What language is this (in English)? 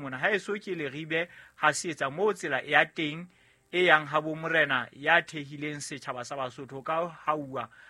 Southern Sotho